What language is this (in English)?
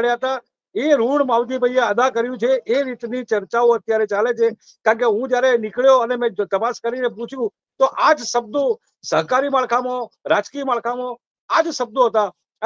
Gujarati